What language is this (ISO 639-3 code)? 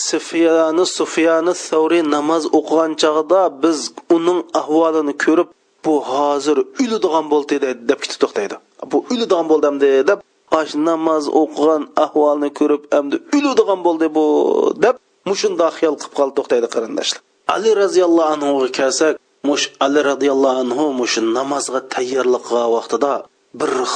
uig